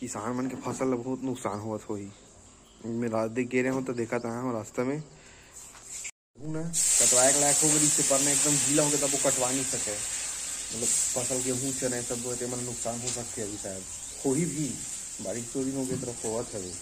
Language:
Chhattisgarhi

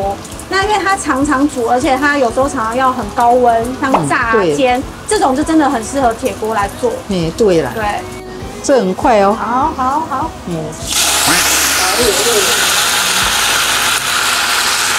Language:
Chinese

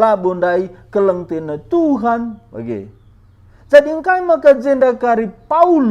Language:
Batak Karo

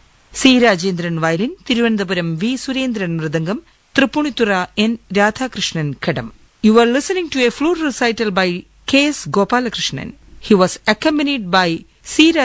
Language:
Malayalam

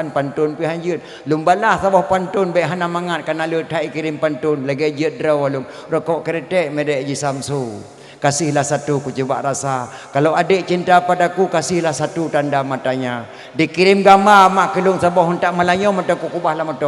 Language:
Achinese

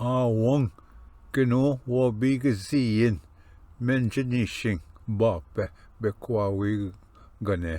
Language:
Ojibwa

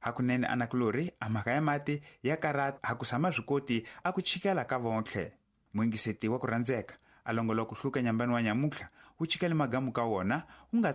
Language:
Tsonga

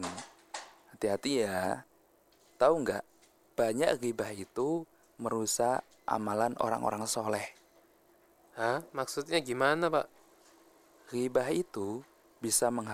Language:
Indonesian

